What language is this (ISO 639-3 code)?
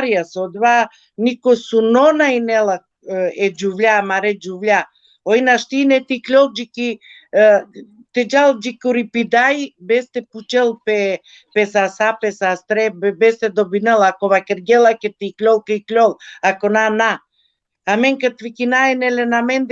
rmn